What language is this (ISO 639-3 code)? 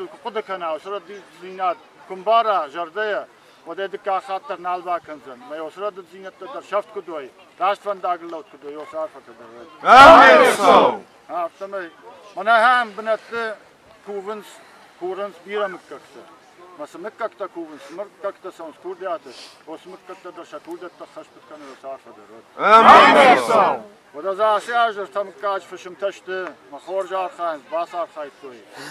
oss